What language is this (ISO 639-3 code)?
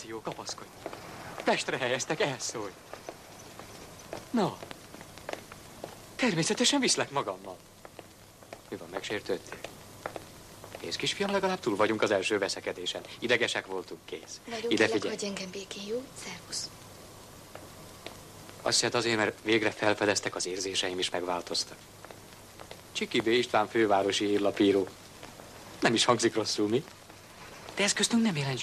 hun